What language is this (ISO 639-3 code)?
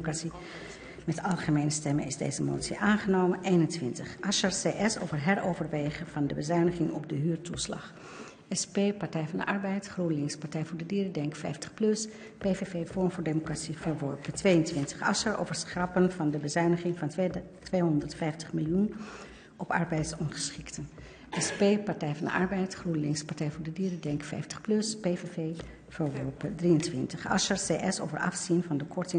nld